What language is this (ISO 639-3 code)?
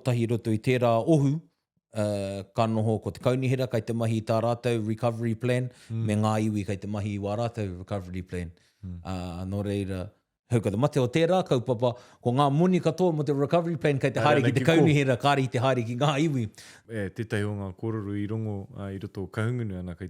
mri